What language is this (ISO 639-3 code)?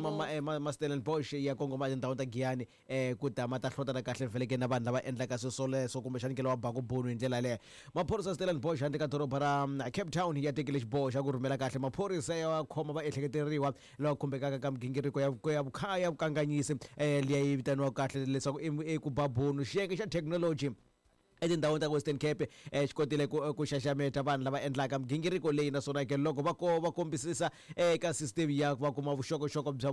tso